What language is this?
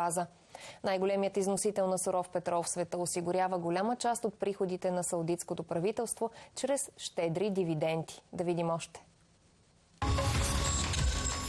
Bulgarian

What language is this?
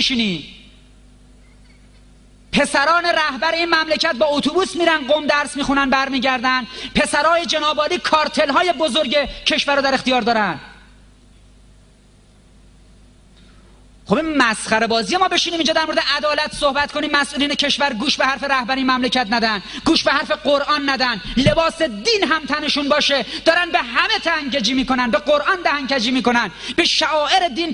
Persian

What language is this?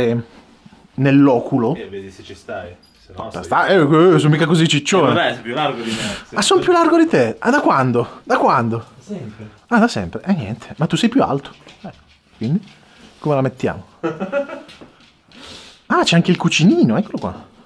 Italian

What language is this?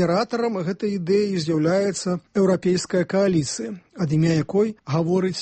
Belarusian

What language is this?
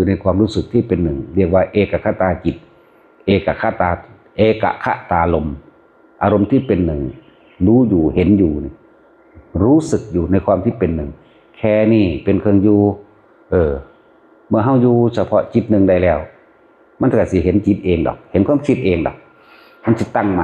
Northeastern Thai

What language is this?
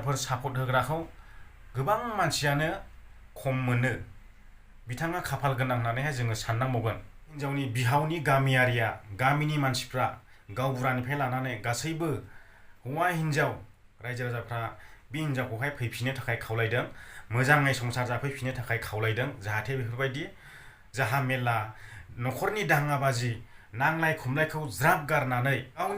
Bodo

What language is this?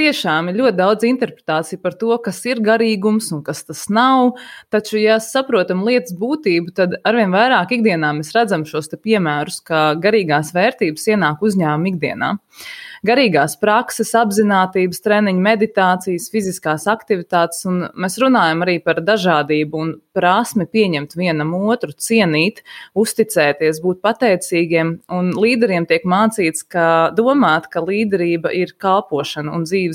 Latvian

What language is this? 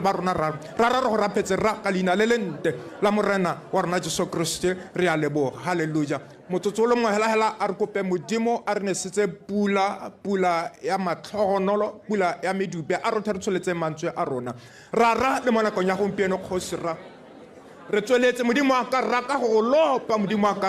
Tswana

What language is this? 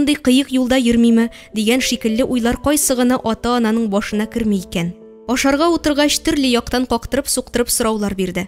Tatar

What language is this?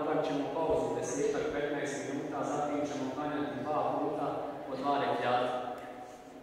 Bosnian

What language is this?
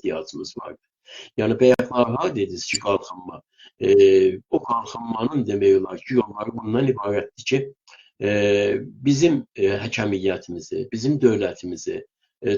South Azerbaijani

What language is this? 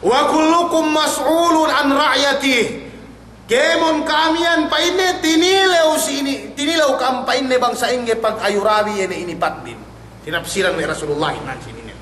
Yakan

